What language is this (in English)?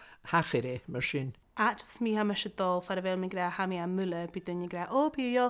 Scottish Gaelic